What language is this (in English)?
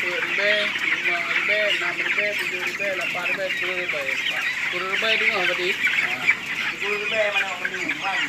Achinese